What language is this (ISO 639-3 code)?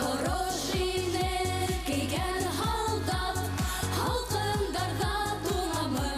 bak